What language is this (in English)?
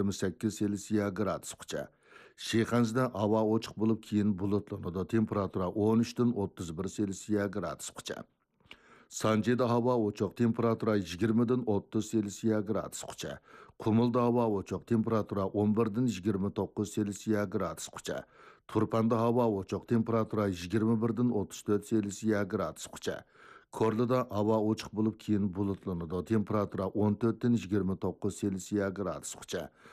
Uyghur